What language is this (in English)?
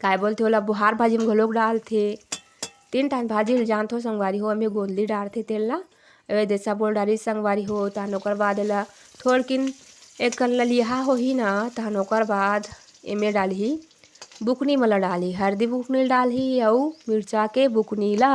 Chhattisgarhi